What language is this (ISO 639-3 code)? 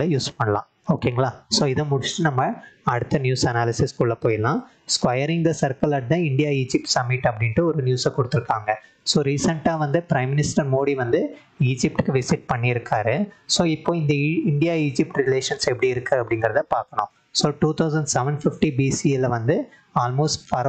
tam